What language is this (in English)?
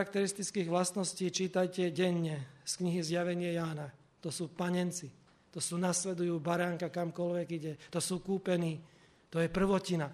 Slovak